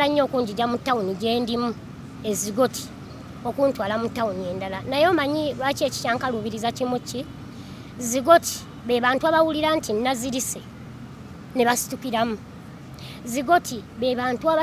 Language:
Ganda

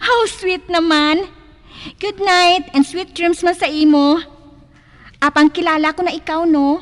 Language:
Hiligaynon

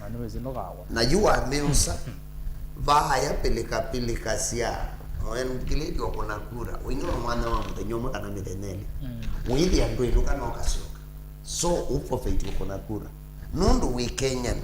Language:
Kamba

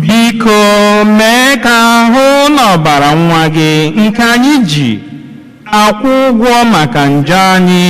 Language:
Igbo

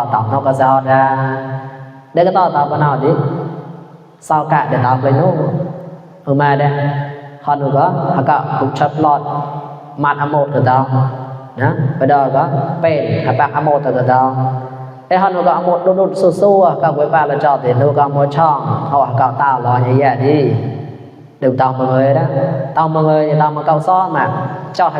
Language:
Mon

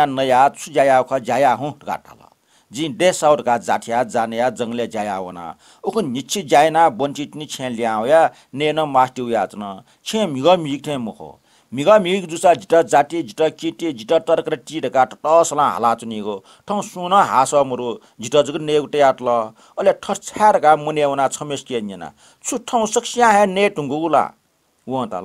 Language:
Newari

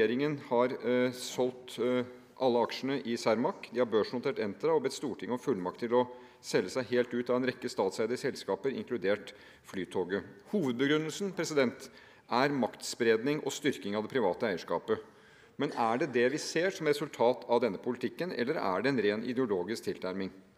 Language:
Norwegian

